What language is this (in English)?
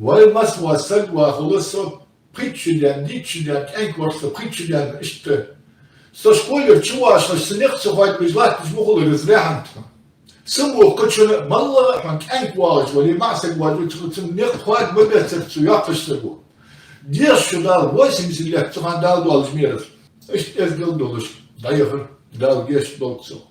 Ingush